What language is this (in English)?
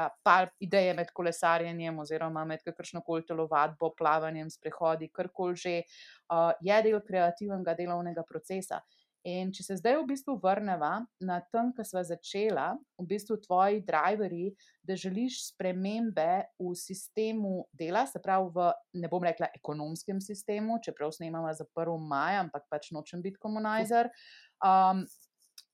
Slovenian